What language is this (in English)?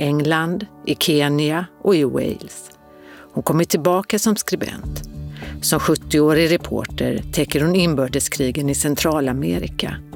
Swedish